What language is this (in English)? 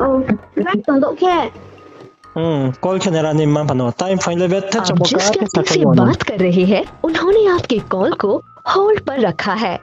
Riang (India)